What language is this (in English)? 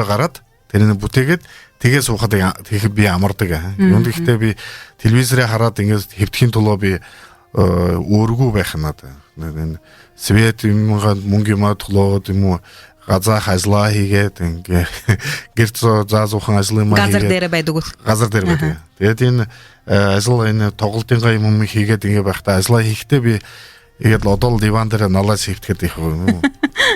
Buriat